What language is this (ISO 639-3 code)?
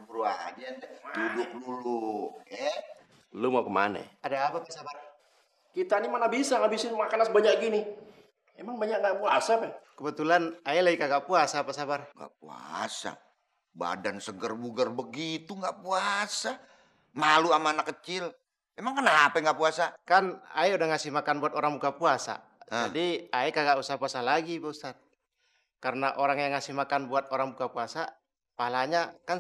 bew